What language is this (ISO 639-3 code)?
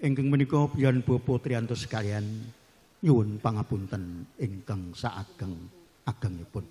jav